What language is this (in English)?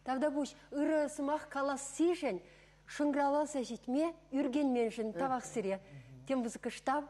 Chuvash